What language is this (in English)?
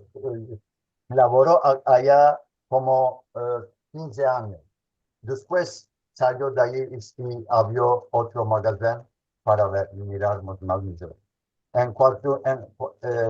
Ladino